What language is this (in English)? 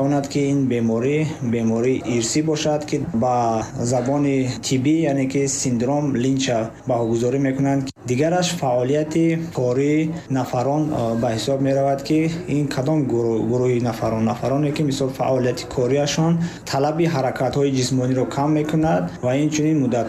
Tajik